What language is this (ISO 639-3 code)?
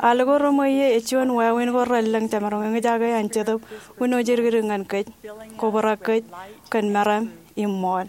mah